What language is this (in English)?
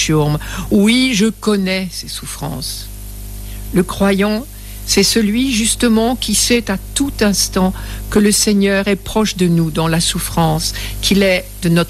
French